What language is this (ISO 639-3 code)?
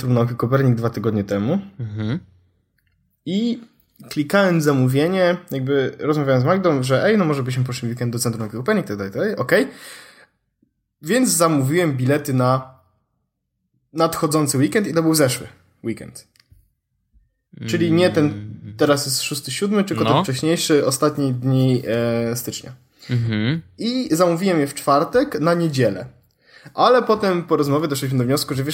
pol